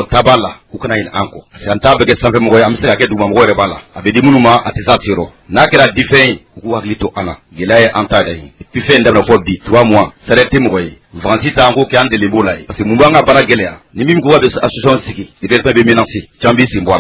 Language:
Bambara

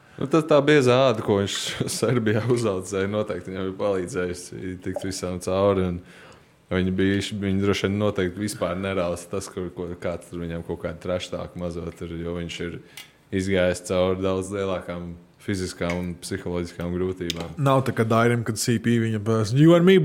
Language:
Latvian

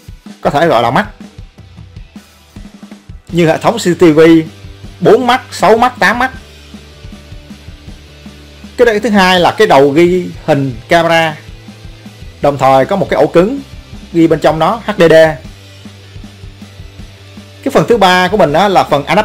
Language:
Vietnamese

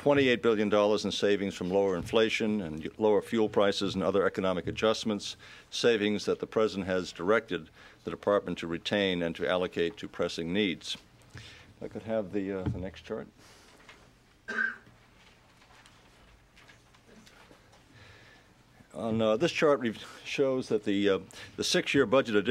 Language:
English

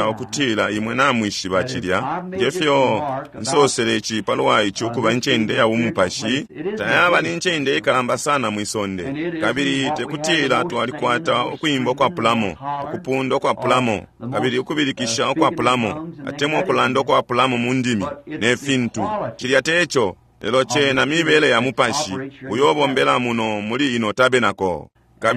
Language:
Bemba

